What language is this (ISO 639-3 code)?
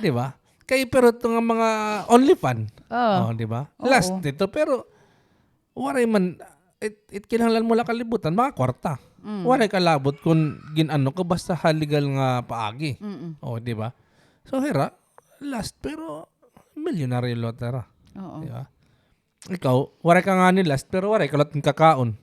war